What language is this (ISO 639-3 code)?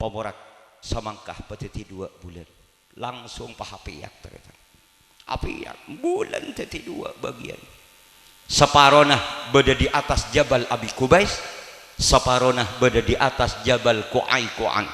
mad